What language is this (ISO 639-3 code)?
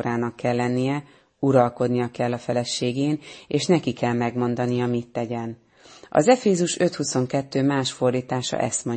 hun